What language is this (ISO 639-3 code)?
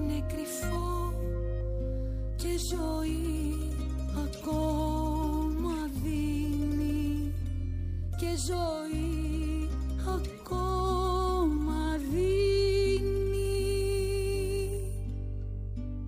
ell